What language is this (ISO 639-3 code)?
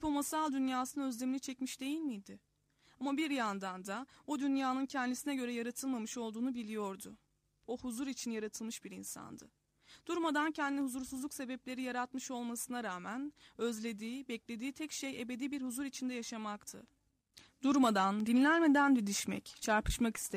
tur